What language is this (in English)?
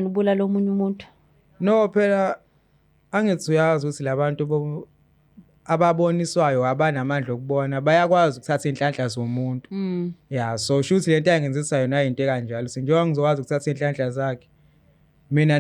Zulu